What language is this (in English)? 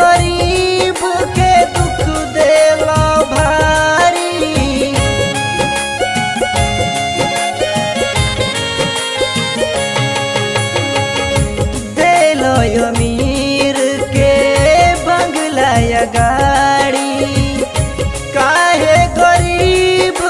Bhojpuri